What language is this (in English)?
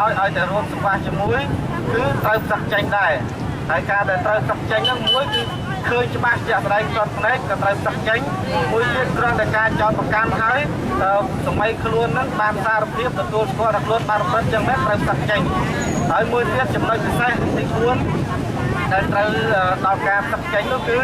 Khmer